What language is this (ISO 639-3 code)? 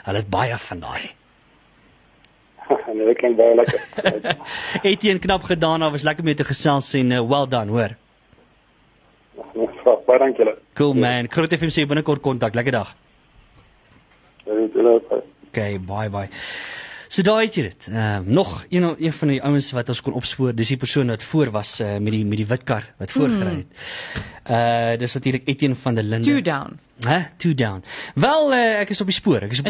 afr